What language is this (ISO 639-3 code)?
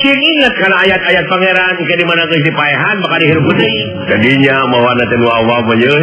sun